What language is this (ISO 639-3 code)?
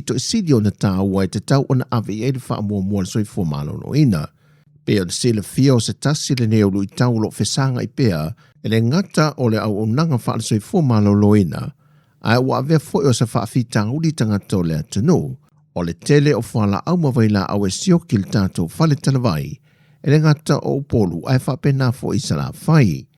smo